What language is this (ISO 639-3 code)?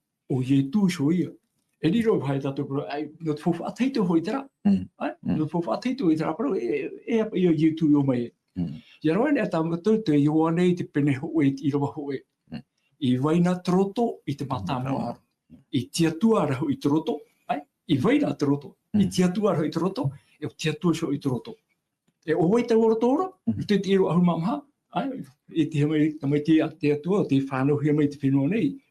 tah